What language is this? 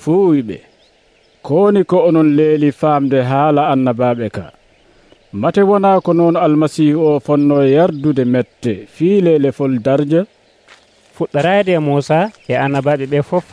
Nigerian Fulfulde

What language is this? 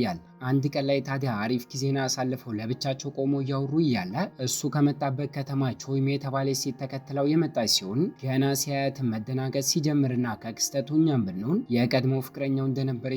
Amharic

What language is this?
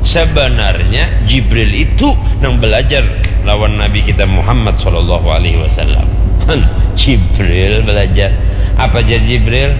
Banjar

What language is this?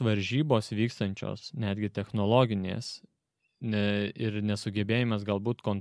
Lithuanian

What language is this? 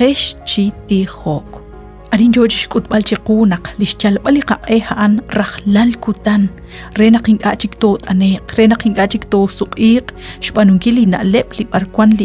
Kekchí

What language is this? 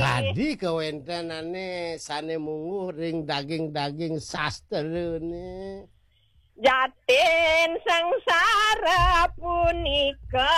Balinese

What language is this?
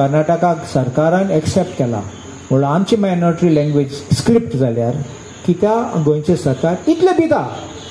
Konkani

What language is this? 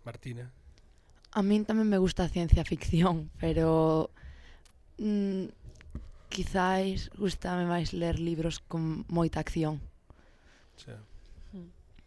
Galician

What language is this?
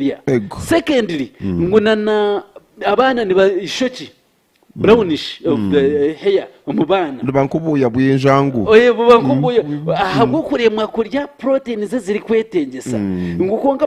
Nyankole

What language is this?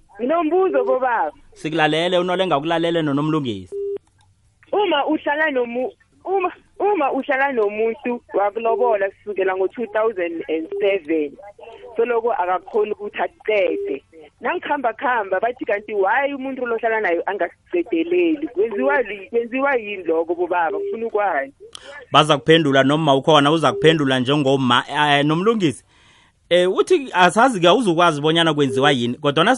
South Ndebele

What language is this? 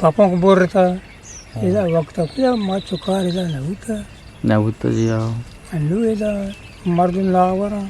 Eastern Balochi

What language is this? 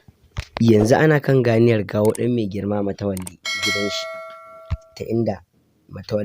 Hausa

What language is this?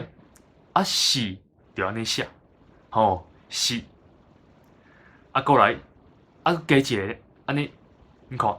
Min Nan Chinese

